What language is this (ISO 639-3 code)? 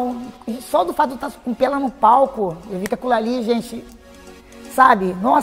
por